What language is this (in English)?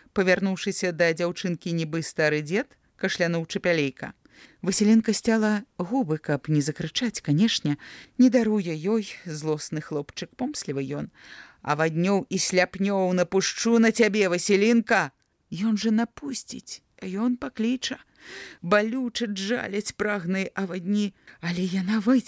Belarusian